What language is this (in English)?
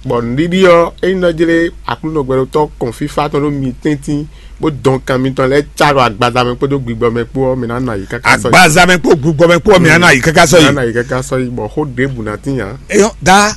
Fon